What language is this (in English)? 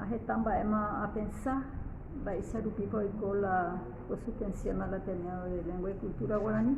Guarani